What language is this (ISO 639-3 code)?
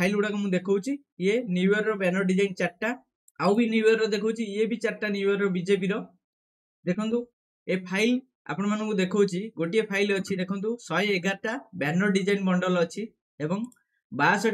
ori